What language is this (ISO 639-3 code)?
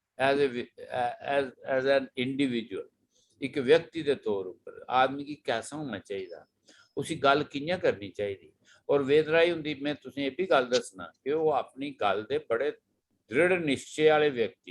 doi